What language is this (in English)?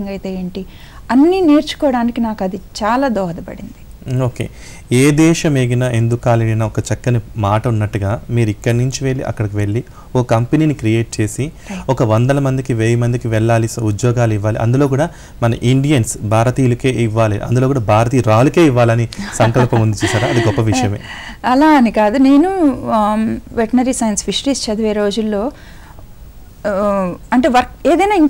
Telugu